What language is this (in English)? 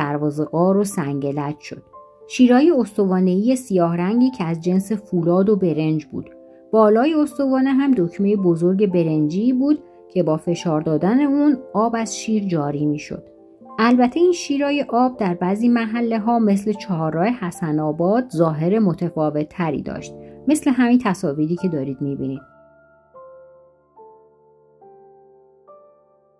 Persian